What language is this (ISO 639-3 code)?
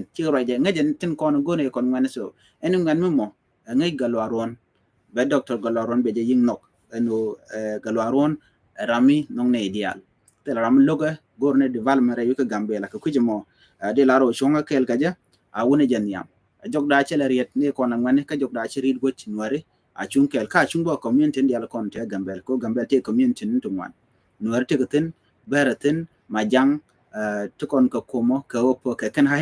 nus